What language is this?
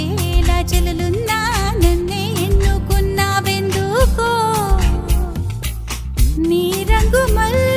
Telugu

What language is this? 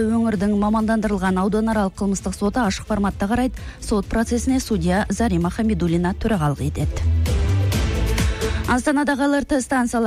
Kazakh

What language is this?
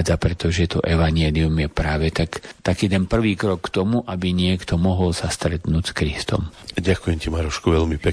Slovak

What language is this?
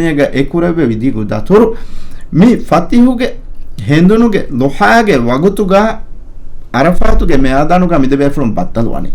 Divehi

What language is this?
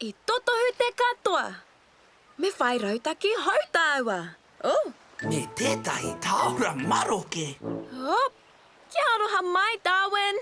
Māori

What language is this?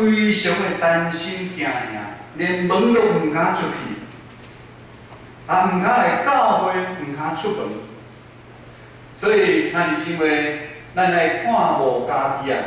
Min Nan Chinese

